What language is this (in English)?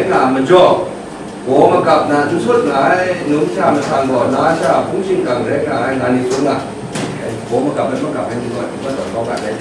Kachin